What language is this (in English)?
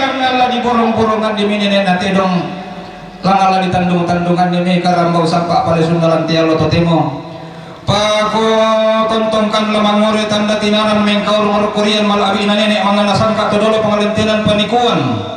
Toraja-Sa'dan